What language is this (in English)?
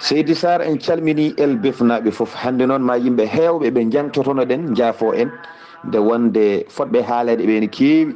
Fula